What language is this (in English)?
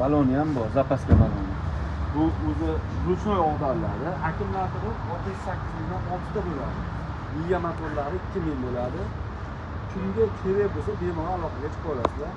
Uzbek